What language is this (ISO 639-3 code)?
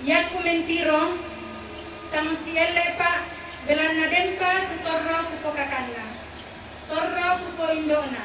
sda